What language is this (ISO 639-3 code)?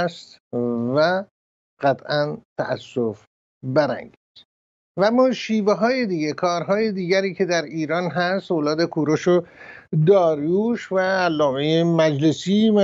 fas